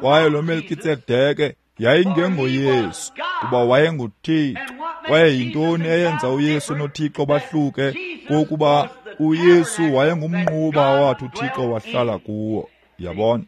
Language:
Xhosa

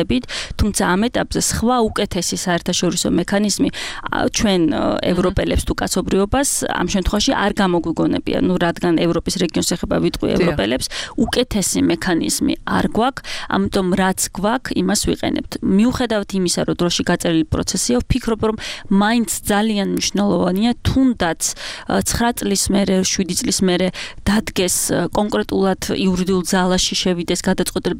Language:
Georgian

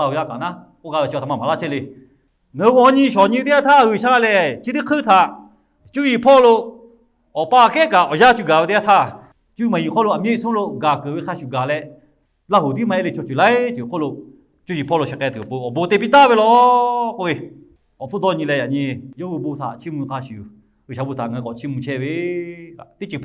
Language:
Lahu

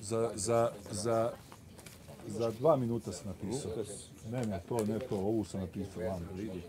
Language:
Bosnian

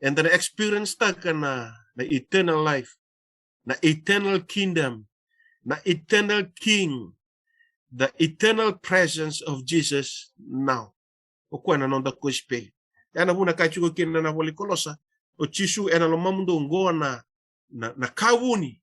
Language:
Fijian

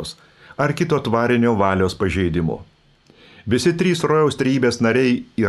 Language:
Lithuanian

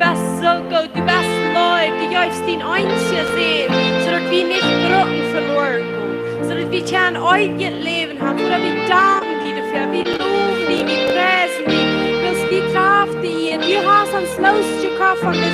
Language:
Plautdietsch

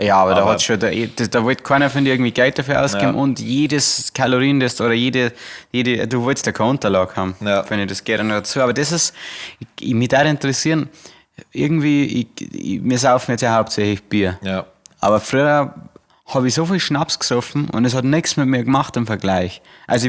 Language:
Bavarian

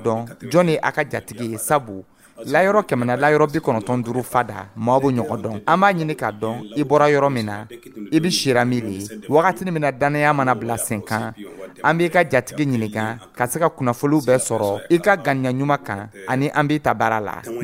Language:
Dyula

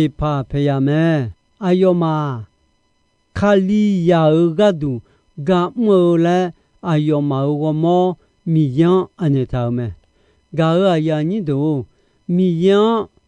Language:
Akha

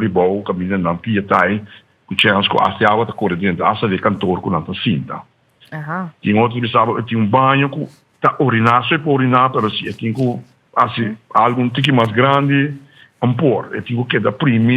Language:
Papiamento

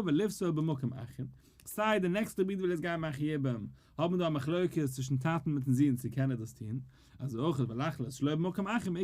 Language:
Yiddish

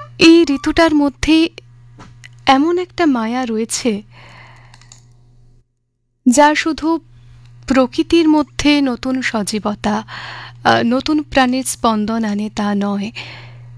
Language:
Bangla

